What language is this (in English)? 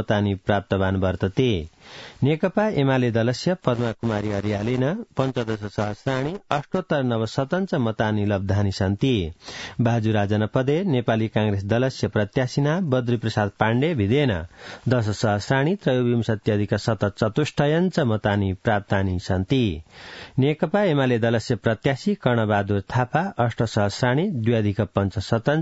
Sanskrit